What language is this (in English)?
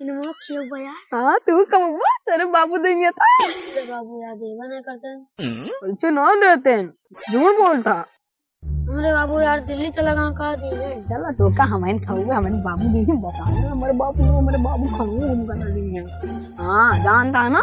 Awadhi